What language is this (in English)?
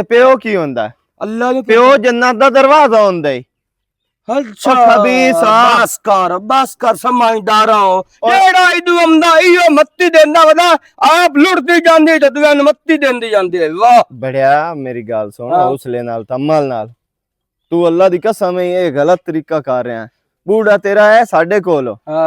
Western Panjabi